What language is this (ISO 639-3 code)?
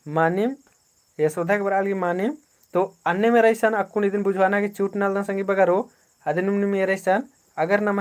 kru